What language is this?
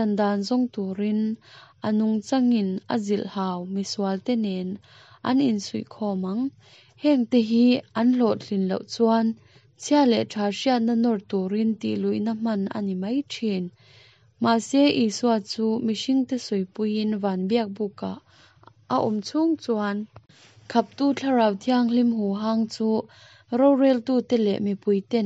Mizo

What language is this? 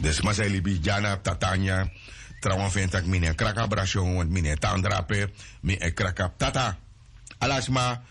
Sranan Tongo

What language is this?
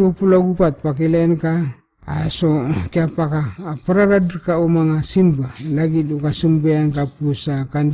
Maranao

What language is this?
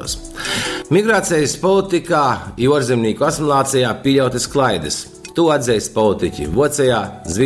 Latgalian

